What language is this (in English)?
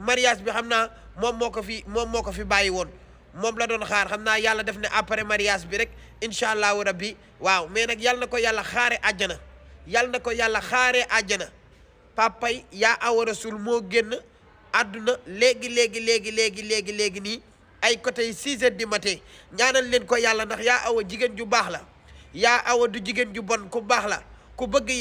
Wolof